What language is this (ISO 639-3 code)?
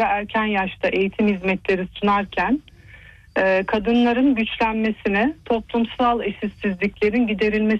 tur